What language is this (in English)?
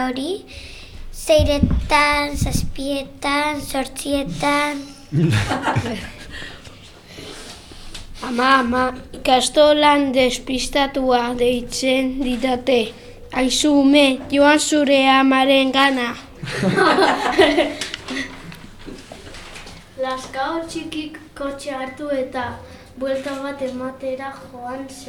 Basque